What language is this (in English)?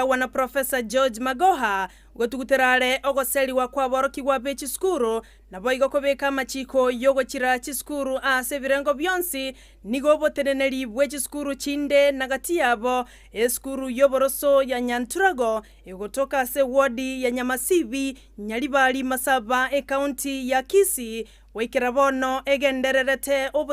Gusii